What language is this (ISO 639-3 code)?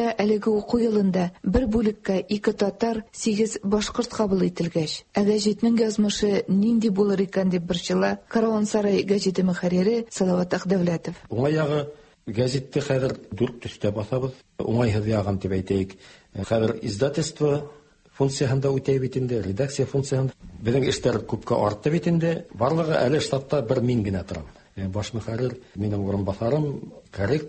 tat